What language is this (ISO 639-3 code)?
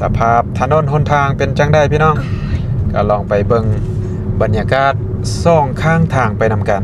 lao